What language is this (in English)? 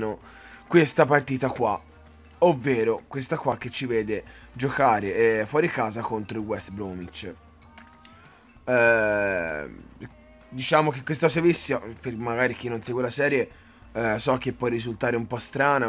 Italian